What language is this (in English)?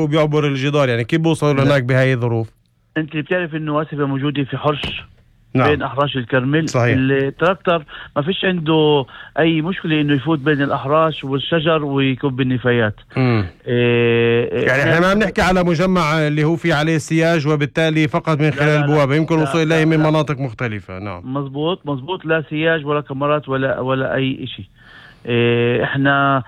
North Levantine Arabic